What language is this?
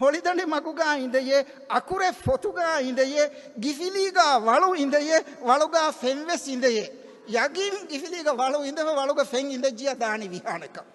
Divehi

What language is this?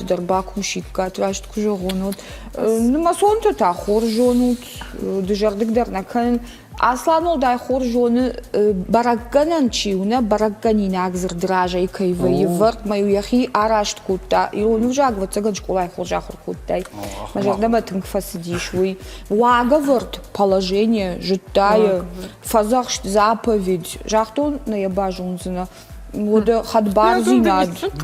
Ossetic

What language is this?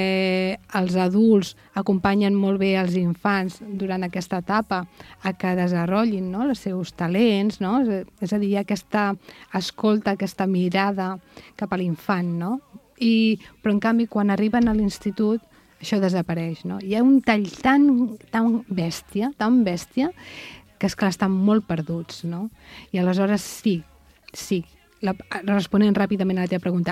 Catalan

